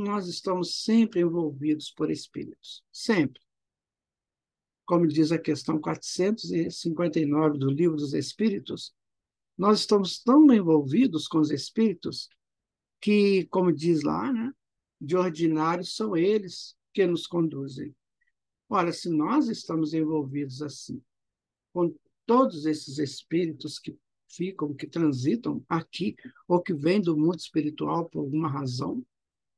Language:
Portuguese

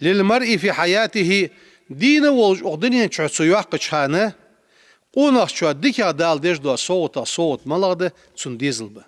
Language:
Ingush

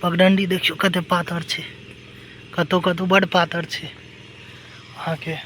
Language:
Maithili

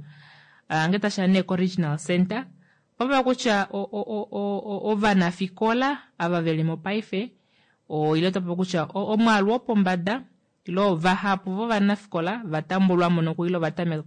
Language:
Kuanyama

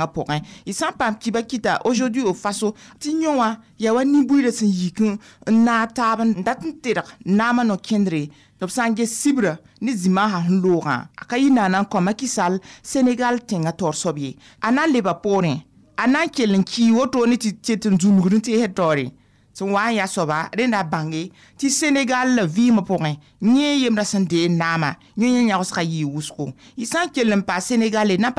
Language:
Mossi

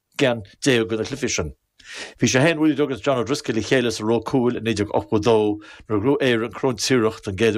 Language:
Irish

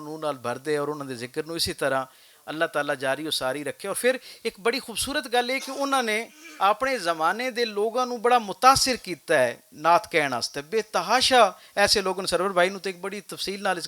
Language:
Western Panjabi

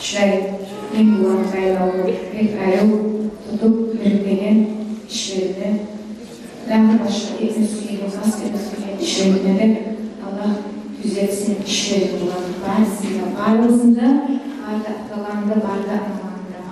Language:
Kumyk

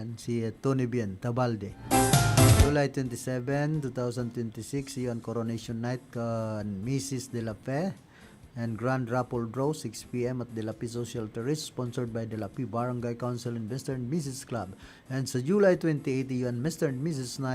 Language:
Bikol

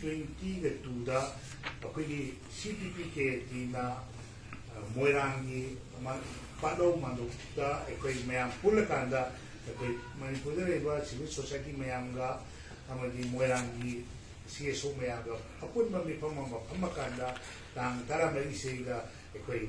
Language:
Manipuri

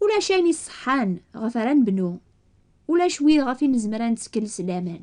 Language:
Kabyle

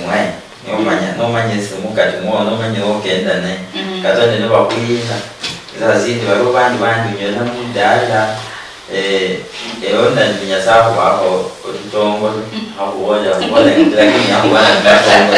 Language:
Luyia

